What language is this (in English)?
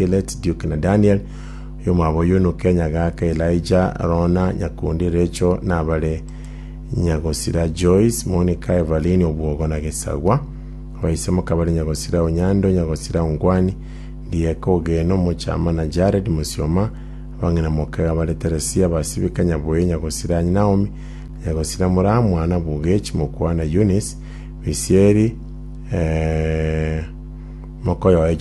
Gusii